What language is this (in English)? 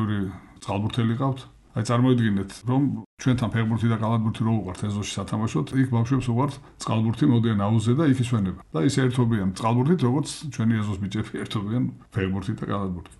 Georgian